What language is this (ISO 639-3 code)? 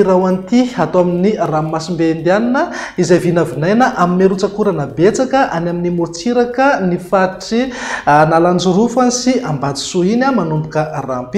mlg